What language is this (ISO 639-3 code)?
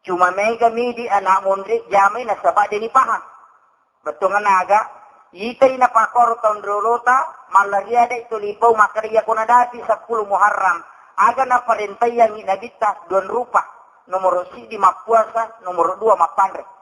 bug